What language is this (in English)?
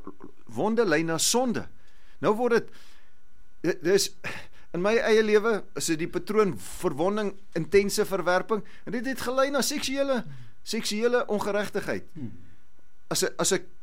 Afrikaans